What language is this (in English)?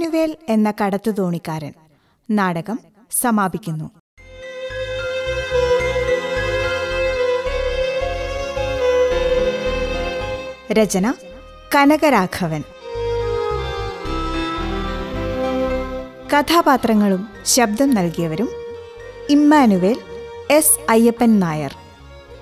Malayalam